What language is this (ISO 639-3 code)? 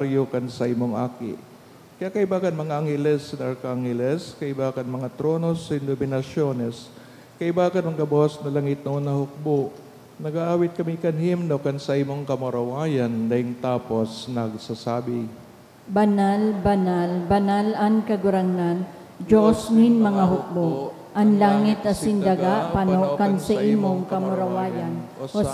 bik